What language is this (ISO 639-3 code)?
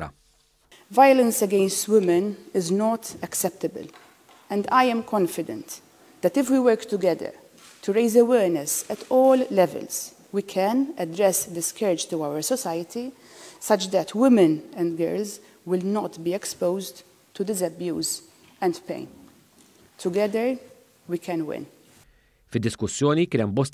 mlt